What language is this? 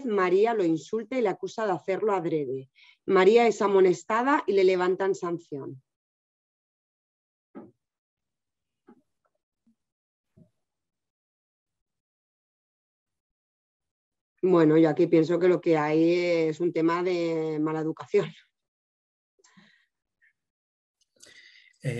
Spanish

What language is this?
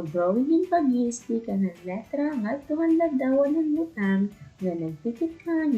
Waray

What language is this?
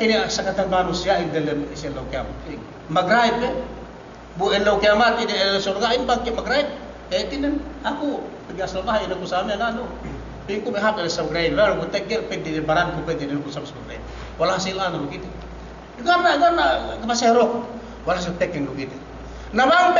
Yakan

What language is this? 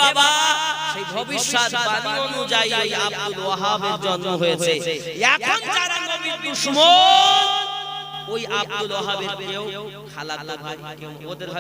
Bangla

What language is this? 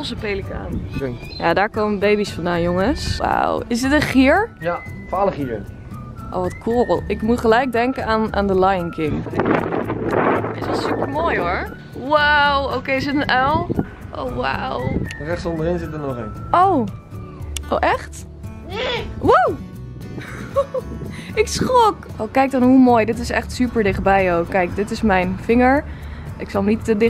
Dutch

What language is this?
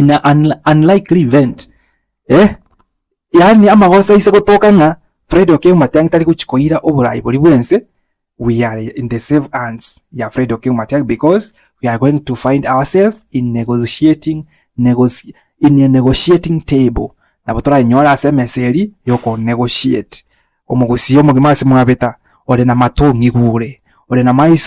Gusii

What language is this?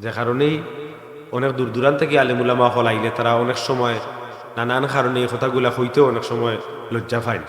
Sylheti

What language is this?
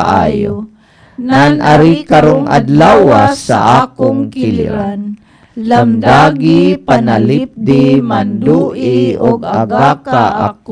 Cebuano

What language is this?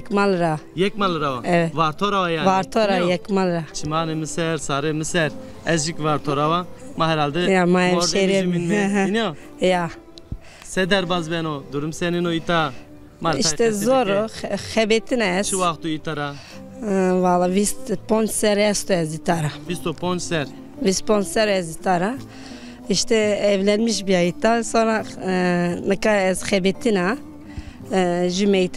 Zaza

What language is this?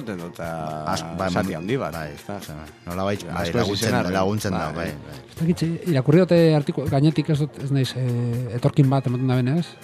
Basque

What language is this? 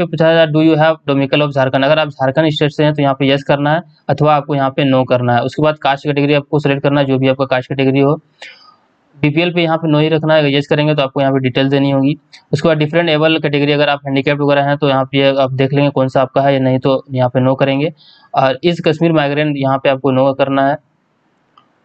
Hindi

